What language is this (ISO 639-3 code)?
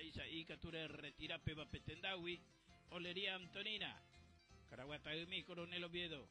grn